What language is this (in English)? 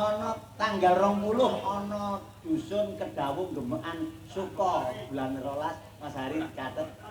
Javanese